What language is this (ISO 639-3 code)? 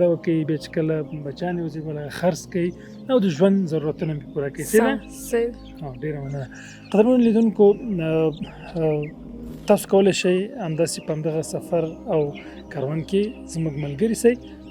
pus